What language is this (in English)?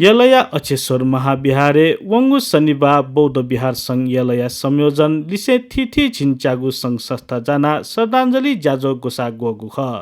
Newari